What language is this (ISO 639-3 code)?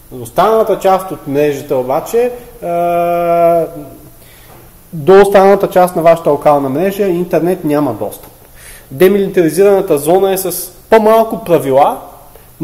bul